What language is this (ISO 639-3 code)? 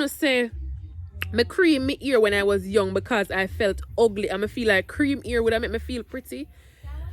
jam